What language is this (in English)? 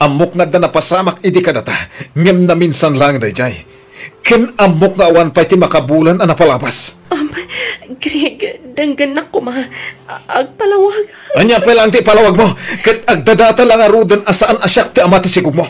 Iloko